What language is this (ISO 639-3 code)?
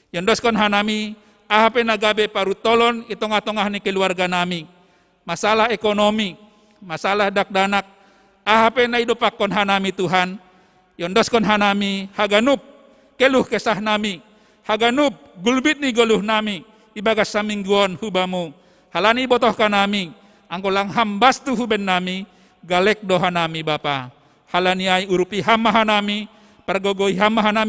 bts